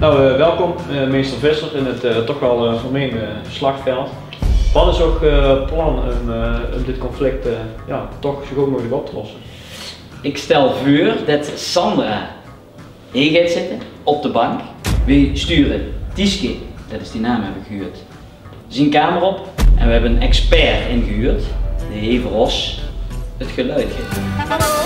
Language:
Limburgish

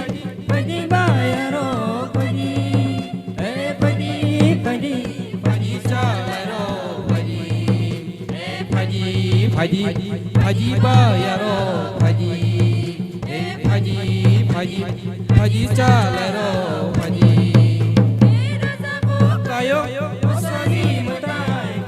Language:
Kok Borok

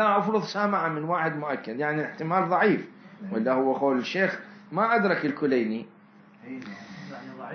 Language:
Mesopotamian Arabic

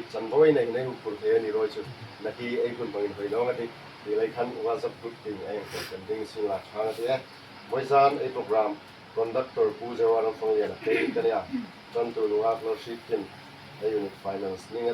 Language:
Hmar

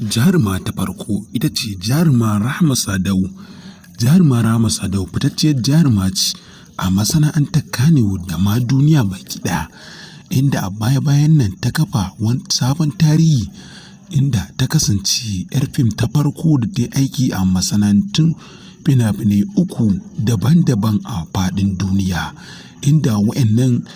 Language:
Hausa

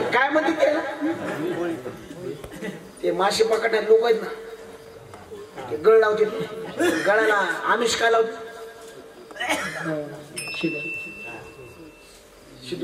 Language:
Marathi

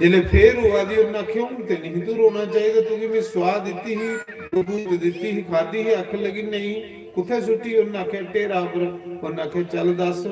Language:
Dogri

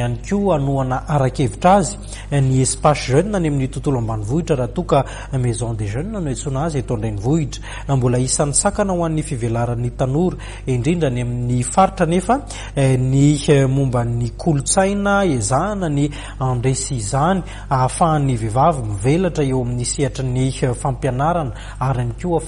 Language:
Malagasy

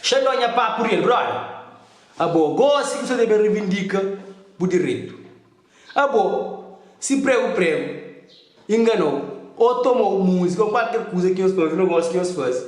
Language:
Kabuverdianu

